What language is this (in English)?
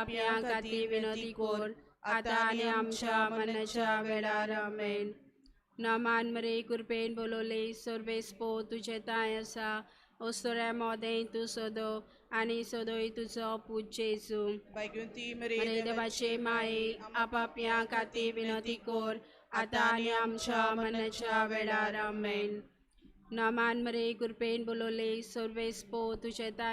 Konkani